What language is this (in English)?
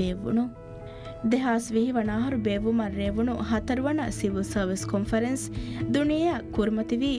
Divehi